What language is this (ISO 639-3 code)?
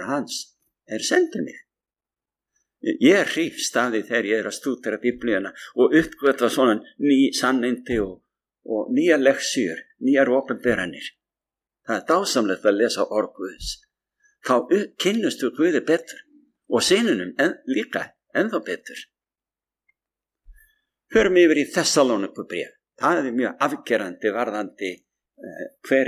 isl